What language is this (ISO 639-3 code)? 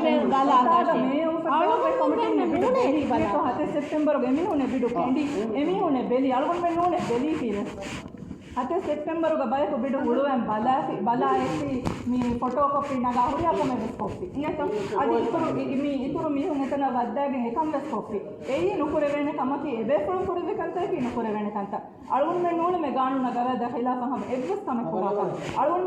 div